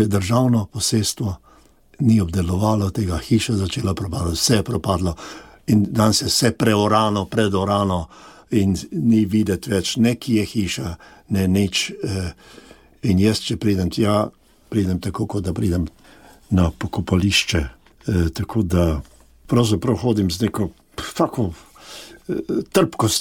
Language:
Slovenian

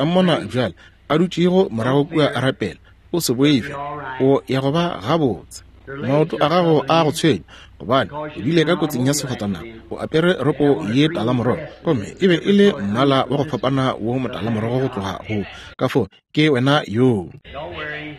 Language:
Northern Sotho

